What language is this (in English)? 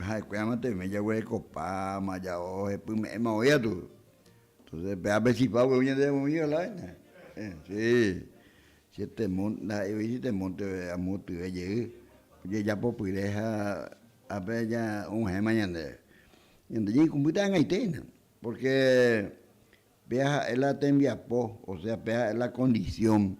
Guarani